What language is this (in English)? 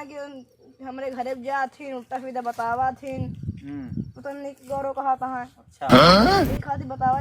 Awadhi